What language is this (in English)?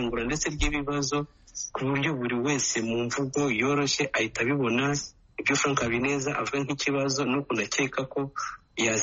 Kinyarwanda